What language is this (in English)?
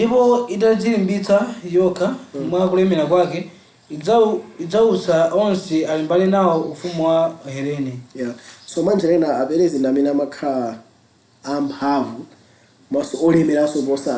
Nyanja